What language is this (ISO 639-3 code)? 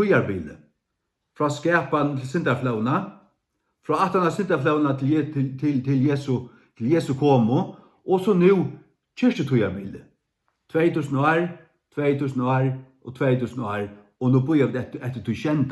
fao